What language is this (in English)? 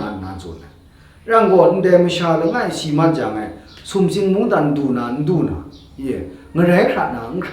Kachin